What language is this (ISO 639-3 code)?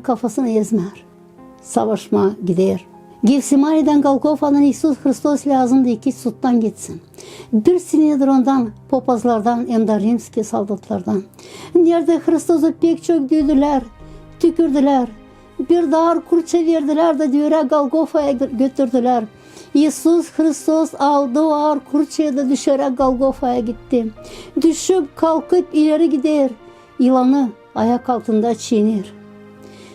gag